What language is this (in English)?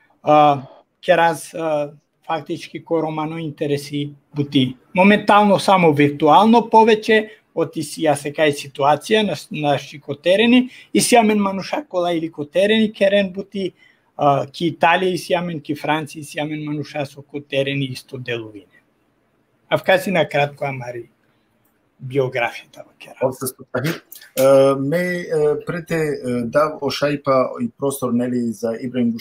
Balkan Romani